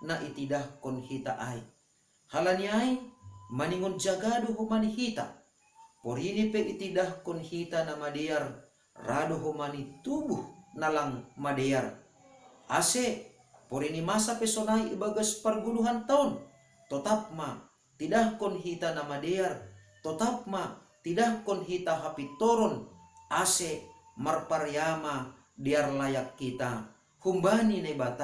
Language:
Batak Simalungun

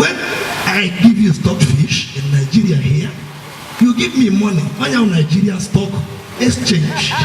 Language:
Igbo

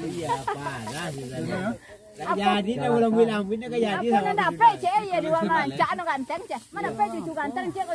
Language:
Minangkabau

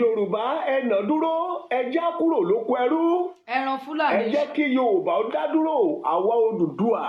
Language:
Yoruba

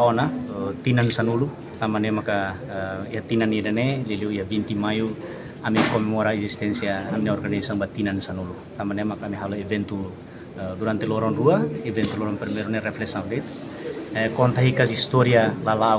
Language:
Tetum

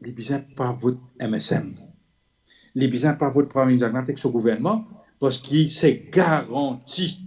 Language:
Morisyen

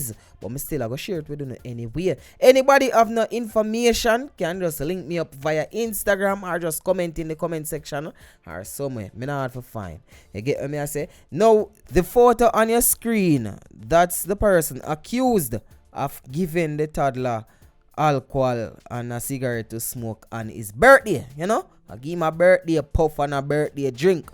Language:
Jamaican Creole English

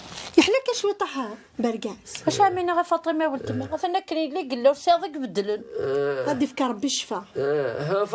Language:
Kabyle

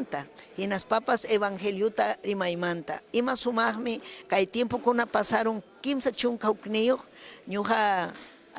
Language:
Ayacucho Quechua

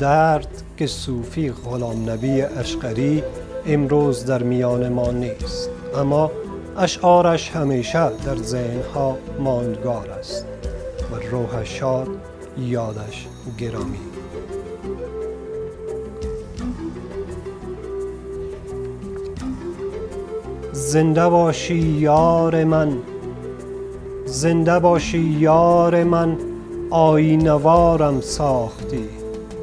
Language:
Persian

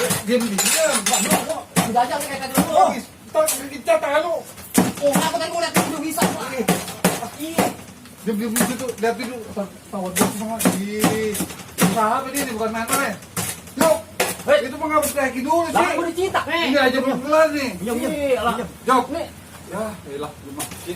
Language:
Betawi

